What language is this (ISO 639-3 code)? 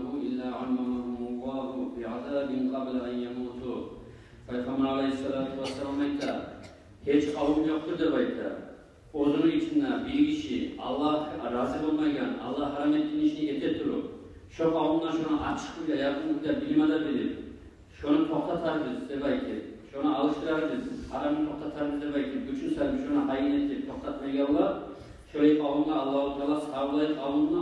kum